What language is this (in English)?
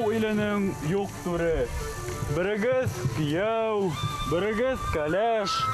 Bashkir